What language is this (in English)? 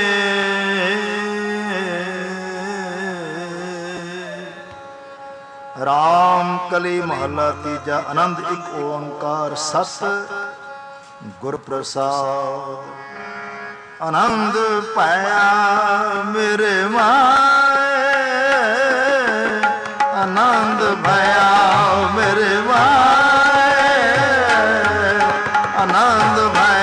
Punjabi